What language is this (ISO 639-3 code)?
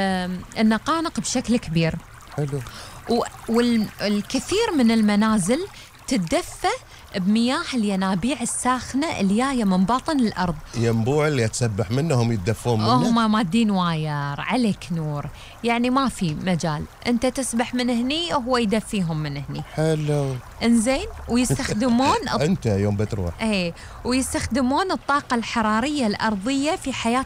afb